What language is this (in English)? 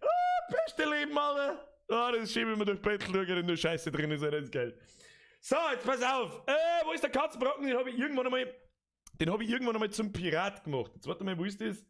Bavarian